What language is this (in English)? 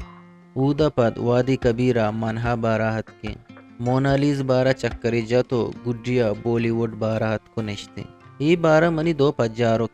Eastern Balochi